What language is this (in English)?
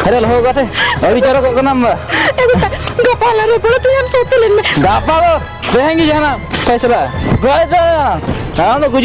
Santali